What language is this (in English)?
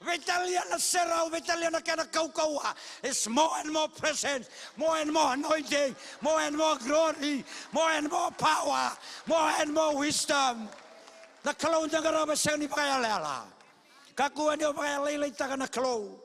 Fijian